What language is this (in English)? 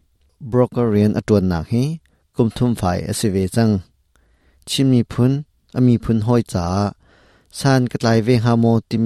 Hakha Chin